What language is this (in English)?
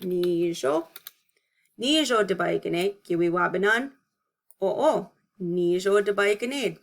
Chippewa